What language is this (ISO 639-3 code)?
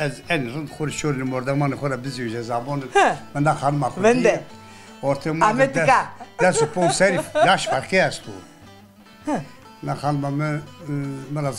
zza